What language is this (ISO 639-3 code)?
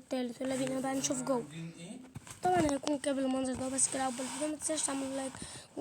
arz